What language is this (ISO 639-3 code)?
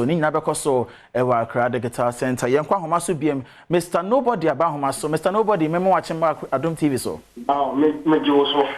aka